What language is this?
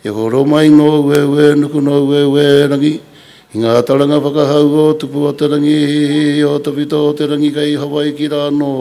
Māori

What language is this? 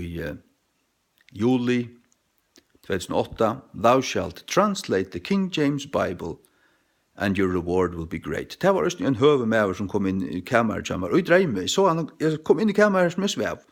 Faroese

